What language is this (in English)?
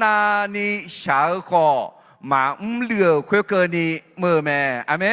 Akha